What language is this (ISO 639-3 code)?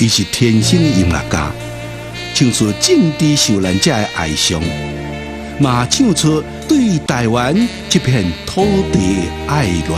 nan